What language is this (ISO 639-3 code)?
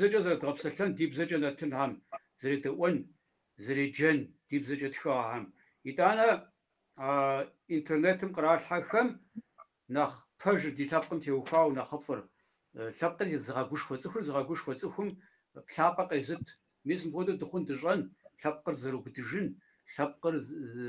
kbd